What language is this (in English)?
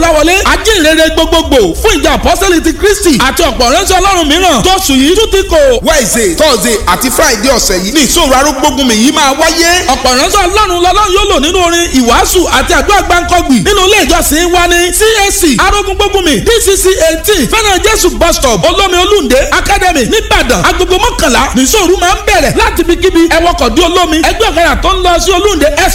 Yoruba